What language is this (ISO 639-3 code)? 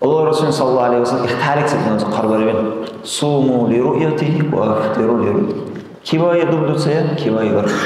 dar